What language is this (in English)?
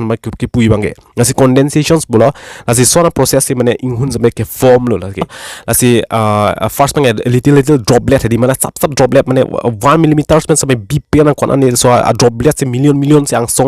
Karbi